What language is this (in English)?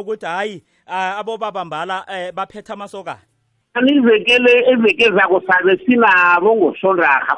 South Ndebele